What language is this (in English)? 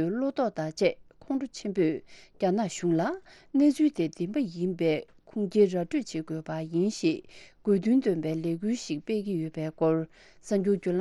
Tibetan